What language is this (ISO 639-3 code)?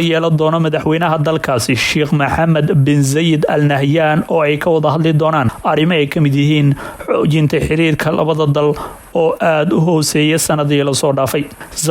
som